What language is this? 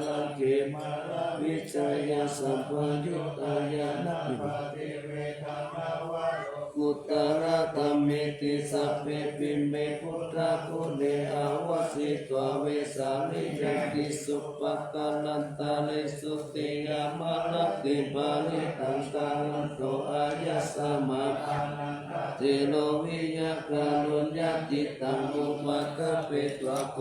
Pali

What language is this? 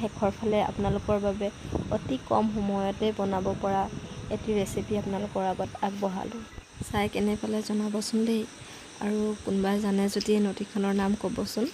Assamese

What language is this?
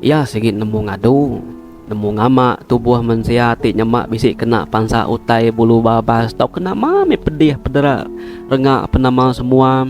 Iban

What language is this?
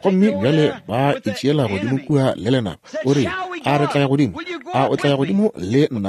Northern Sotho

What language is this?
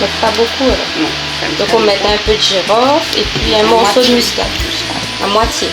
Réunion Creole French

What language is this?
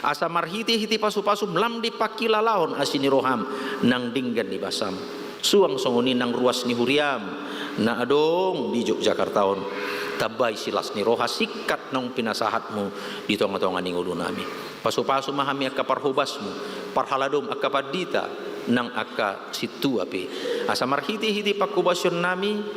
Batak Toba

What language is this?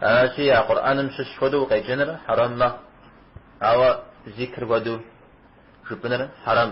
Kabardian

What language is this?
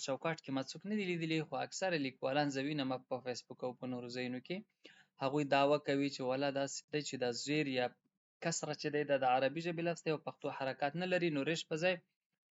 Pashto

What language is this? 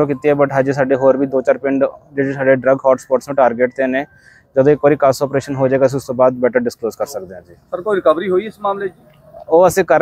Punjabi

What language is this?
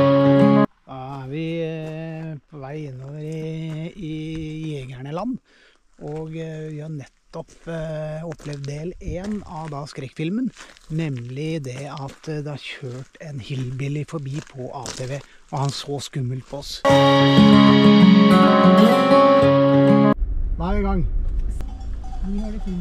Norwegian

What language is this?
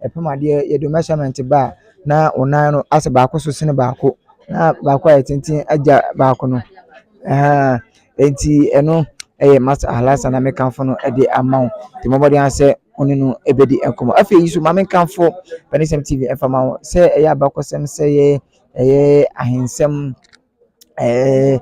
Akan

